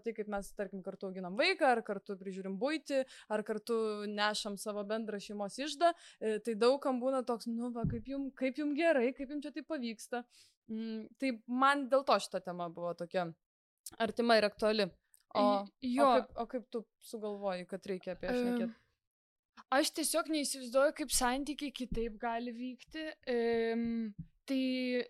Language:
Lithuanian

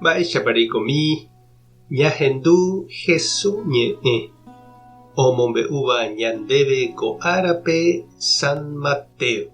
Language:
Guarani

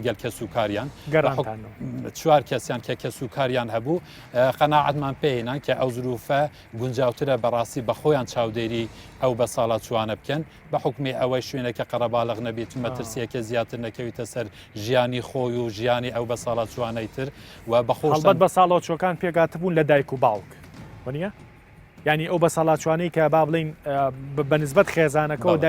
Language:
Central Kurdish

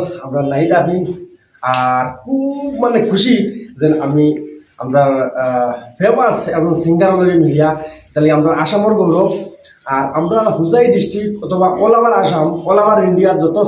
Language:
Sylheti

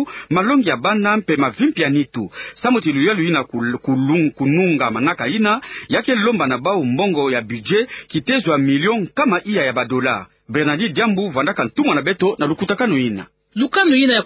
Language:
Kituba (Democratic Republic of Congo)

